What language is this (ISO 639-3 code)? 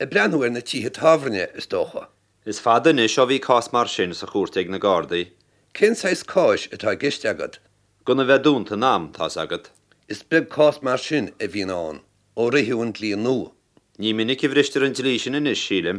gle